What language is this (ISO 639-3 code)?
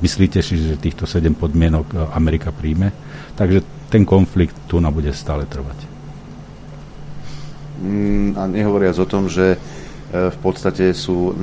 slk